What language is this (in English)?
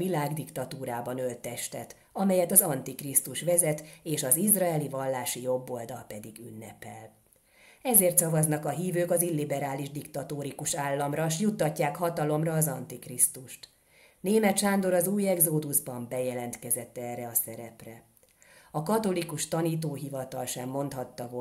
Hungarian